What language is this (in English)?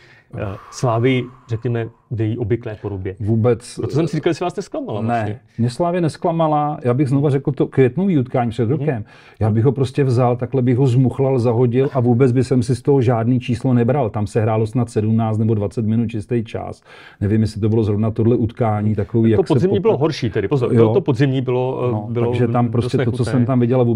Czech